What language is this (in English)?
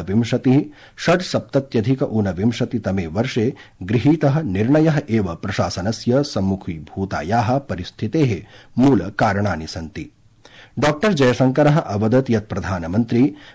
Sanskrit